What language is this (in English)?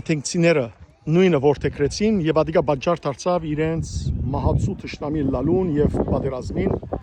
Western Armenian